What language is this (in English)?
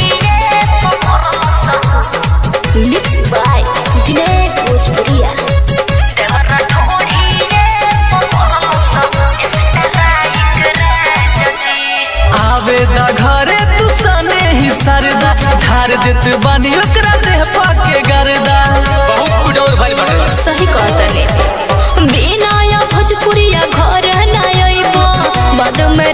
Bhojpuri